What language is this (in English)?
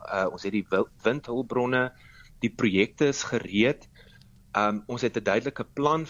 Afrikaans